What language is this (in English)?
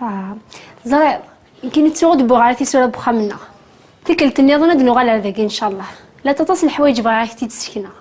Kabyle